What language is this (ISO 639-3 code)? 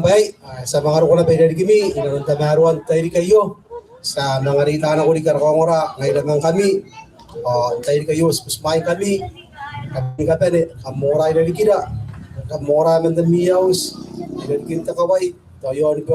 gil